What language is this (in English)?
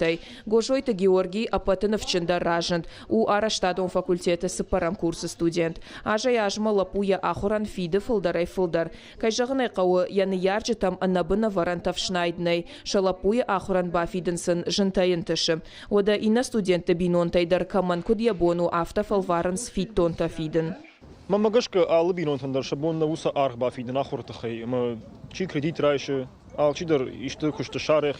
Ossetic